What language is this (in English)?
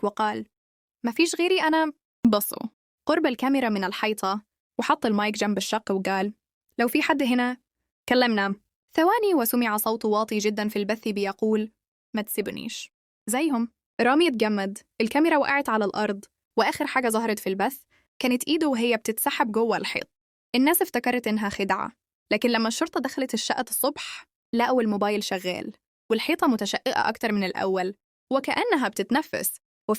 Egyptian Arabic